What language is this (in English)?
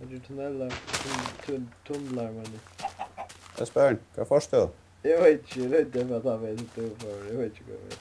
Faroese